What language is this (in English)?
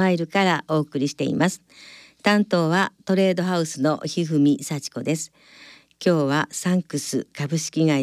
Japanese